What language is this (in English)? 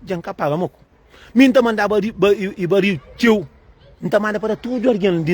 Kabuverdianu